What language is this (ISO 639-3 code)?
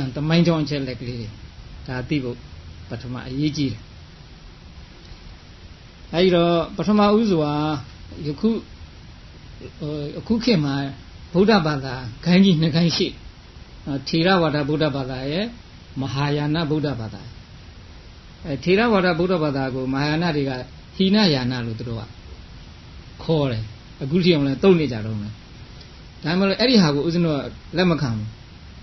mya